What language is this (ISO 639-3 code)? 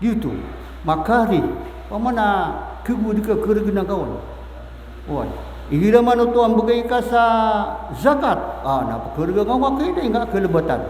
mrw